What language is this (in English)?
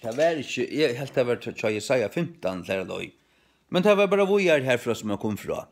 Faroese